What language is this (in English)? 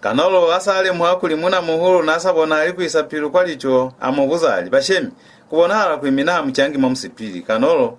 Lozi